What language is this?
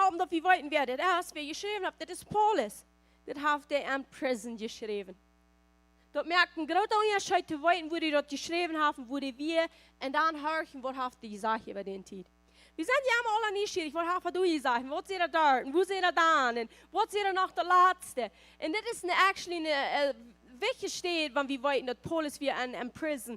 Plautdietsch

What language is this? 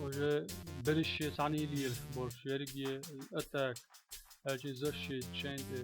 Chechen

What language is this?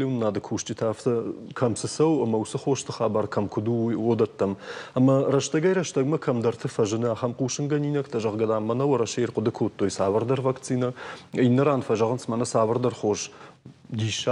Ossetic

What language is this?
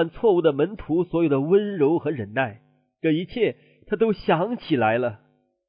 Chinese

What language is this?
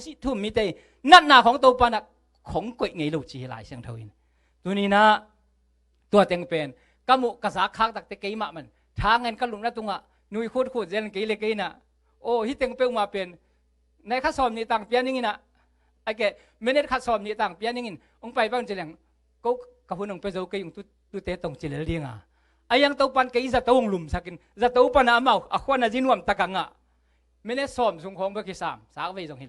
Tedim Chin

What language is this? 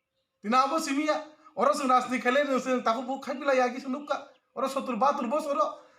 Kok Borok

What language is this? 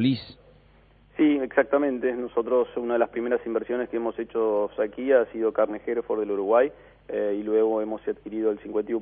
Spanish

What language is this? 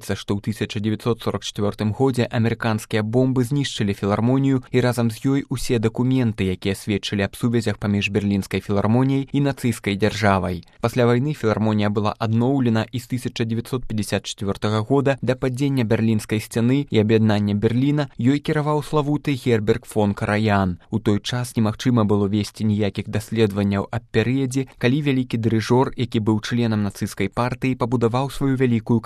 Belarusian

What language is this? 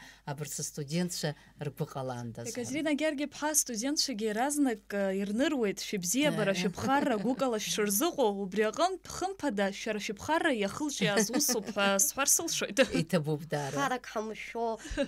Abkhazian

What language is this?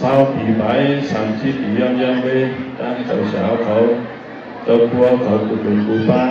Shan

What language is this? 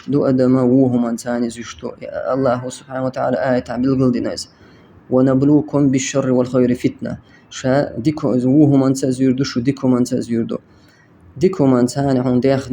Chechen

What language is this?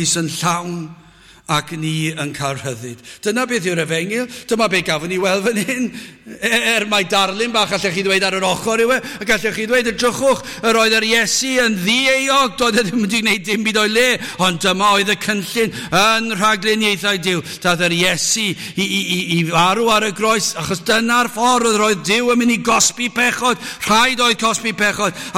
Welsh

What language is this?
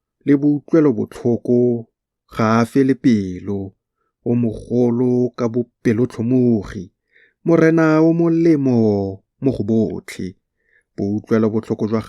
Tswana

